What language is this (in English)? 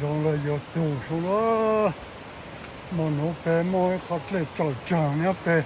Hmong